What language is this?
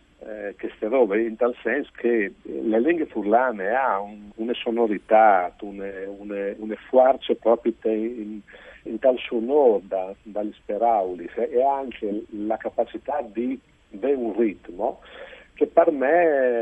Friulian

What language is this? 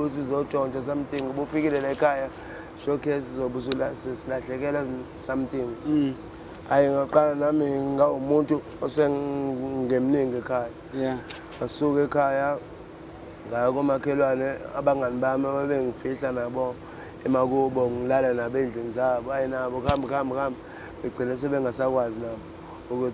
Zulu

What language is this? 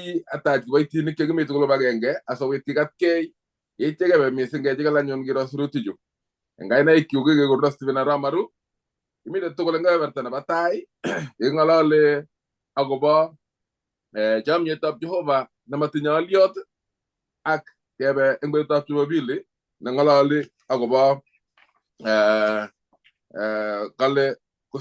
Kalenjin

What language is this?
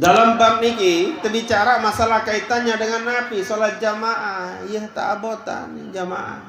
Sasak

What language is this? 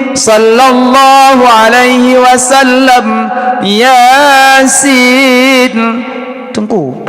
Achinese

